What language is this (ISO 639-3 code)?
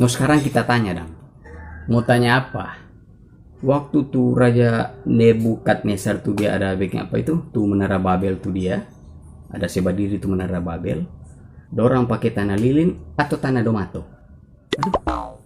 xmm